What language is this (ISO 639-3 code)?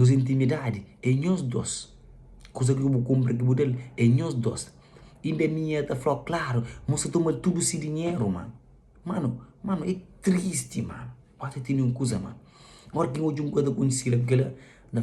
kea